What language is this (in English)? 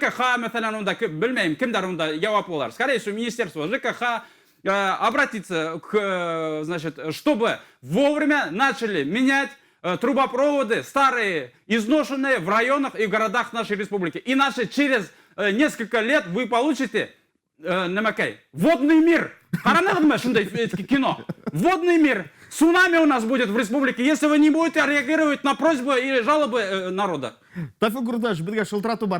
Bashkir